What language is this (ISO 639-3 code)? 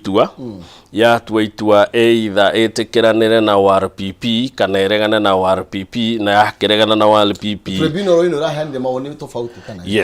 kik